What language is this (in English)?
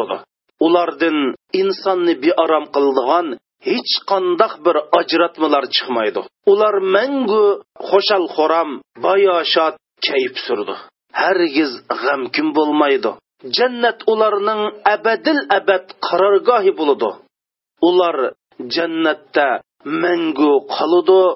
Uyghur